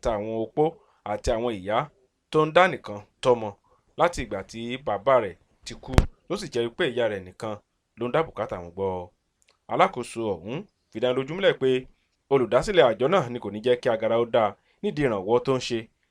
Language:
Yoruba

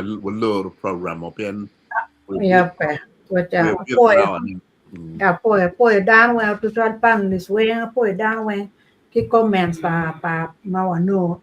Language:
Acoli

